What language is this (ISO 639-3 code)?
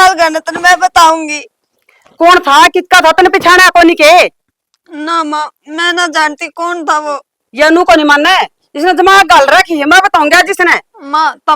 bgc